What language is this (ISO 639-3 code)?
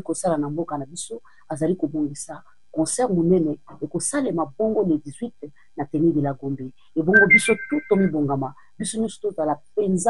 lin